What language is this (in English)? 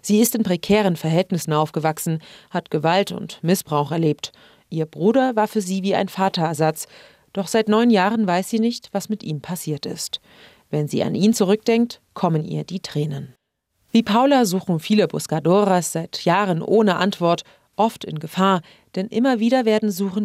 German